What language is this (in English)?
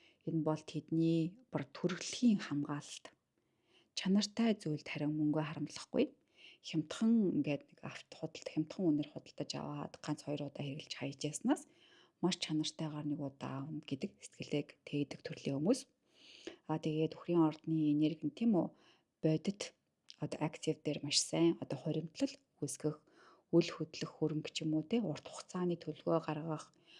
Mongolian